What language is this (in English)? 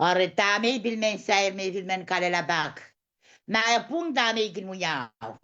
Pohnpeian